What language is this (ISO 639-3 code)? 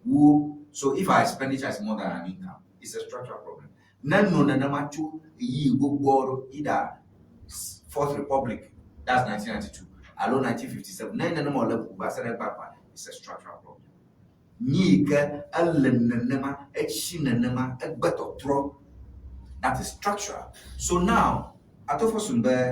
ewe